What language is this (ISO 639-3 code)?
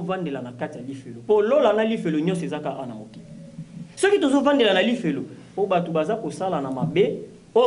lin